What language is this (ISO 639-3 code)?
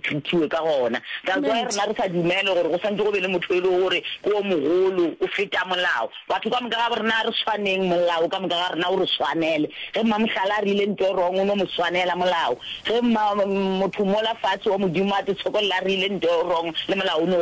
nso